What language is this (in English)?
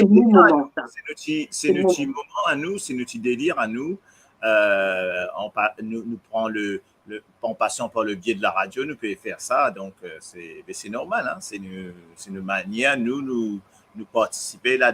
Morisyen